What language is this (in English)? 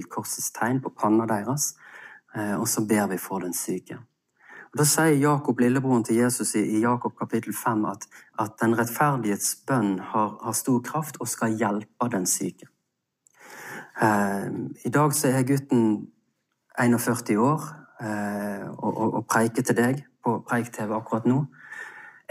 Norwegian